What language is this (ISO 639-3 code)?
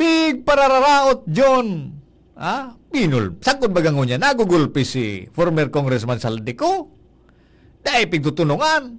bik